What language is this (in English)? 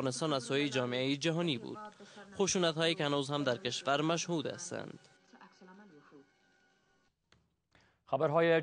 Persian